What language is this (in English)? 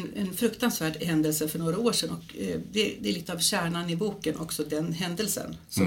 Swedish